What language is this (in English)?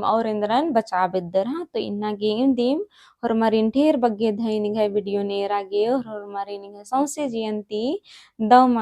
Kurukh